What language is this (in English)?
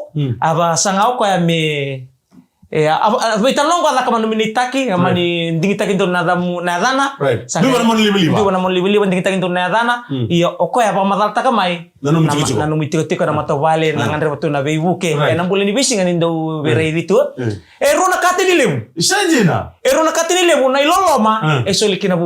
Fijian